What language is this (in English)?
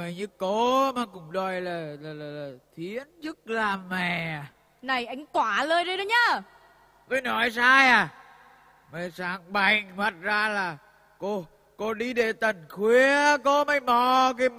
Vietnamese